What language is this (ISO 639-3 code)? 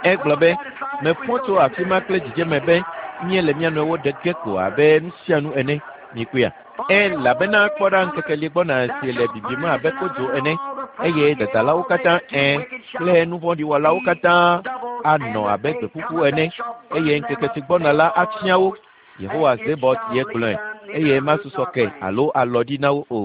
ewe